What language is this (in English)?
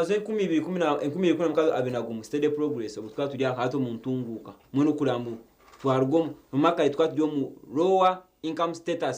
Nyankole